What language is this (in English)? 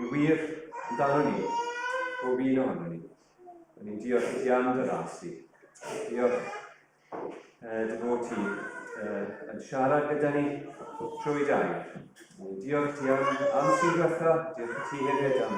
Welsh